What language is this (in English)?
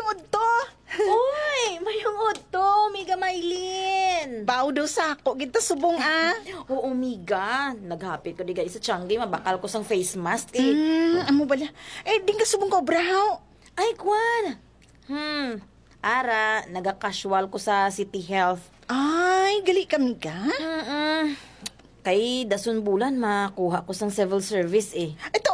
Hiligaynon